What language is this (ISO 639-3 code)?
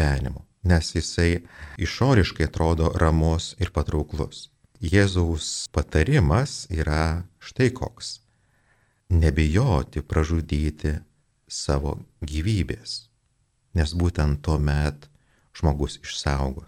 lit